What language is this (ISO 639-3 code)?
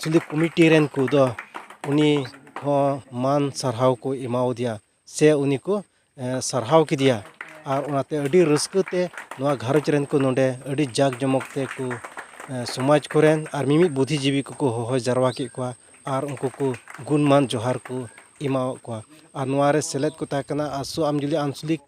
sat